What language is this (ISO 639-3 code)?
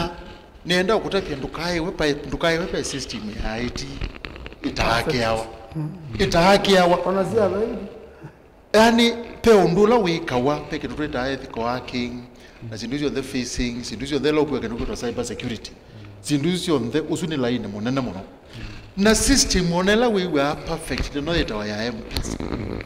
kam